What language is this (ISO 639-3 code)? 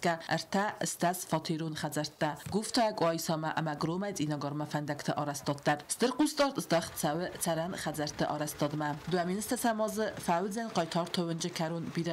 oss